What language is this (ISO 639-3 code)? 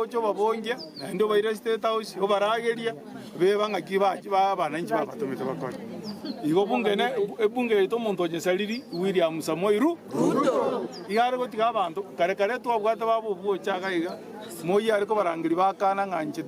guz